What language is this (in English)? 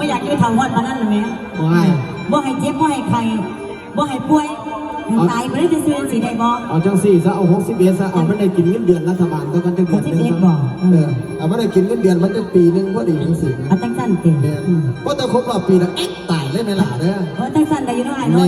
Northeastern Thai